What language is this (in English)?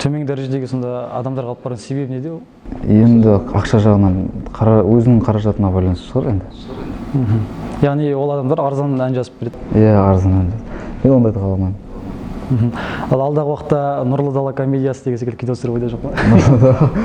Kazakh